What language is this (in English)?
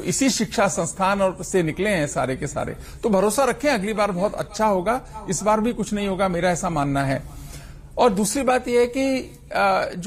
Hindi